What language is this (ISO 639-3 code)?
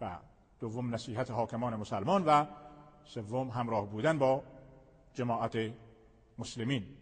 fas